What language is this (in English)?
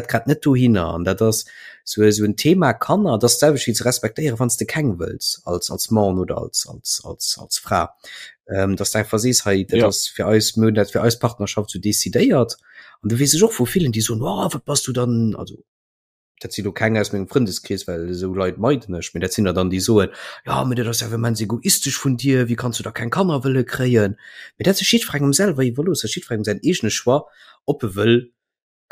Luxembourgish